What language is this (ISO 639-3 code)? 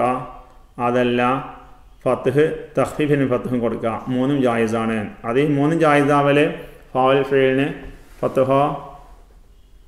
mal